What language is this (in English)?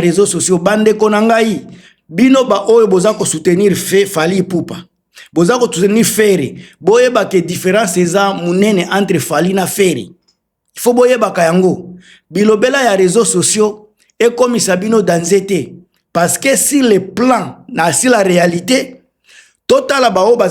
Lingala